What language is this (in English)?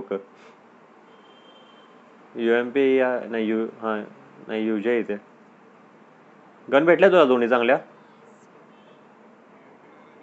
Marathi